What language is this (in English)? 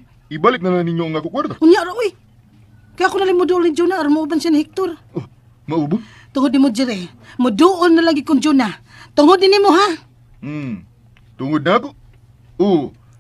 Cebuano